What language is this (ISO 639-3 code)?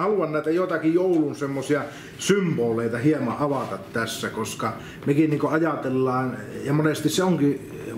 fin